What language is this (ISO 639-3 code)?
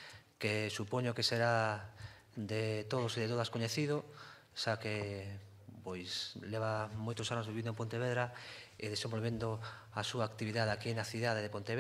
glg